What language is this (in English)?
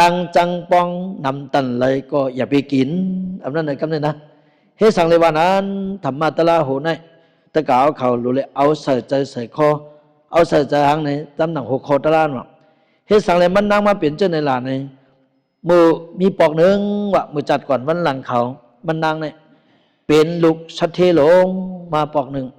Shan